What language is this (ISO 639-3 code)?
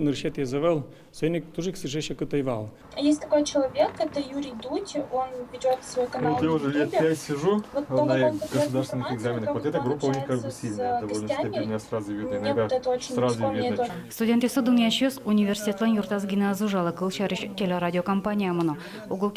udm